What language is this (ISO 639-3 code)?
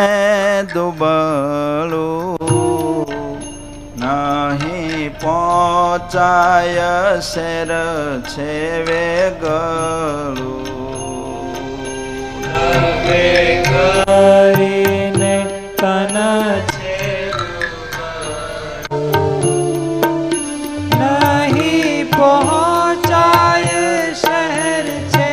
guj